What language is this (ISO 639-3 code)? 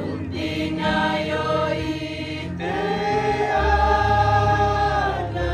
sda